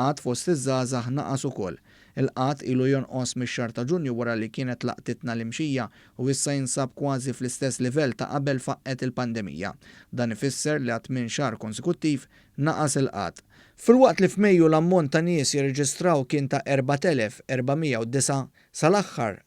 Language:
Maltese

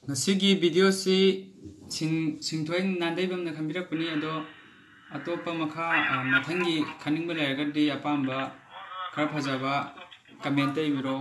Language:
Manipuri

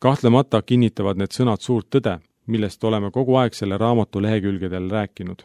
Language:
Estonian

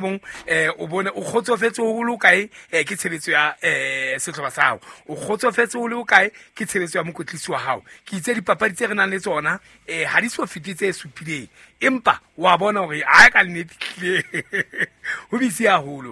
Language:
Southern Sotho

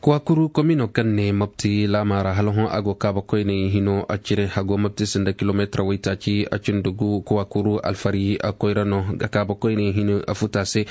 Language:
Koyraboro Senni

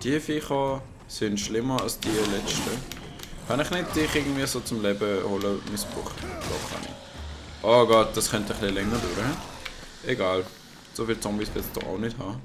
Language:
Swiss German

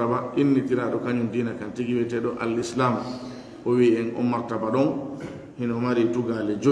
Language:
Fula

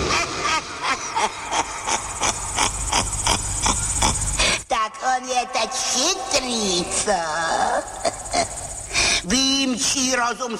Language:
Czech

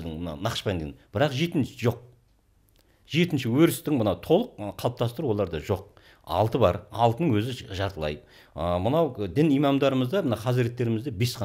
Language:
Kazakh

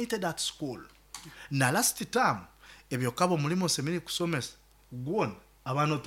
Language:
Nyoro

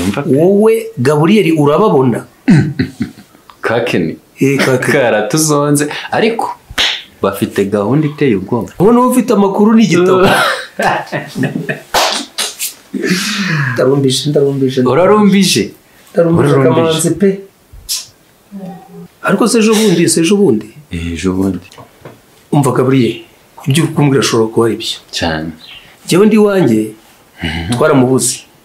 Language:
Kinyarwanda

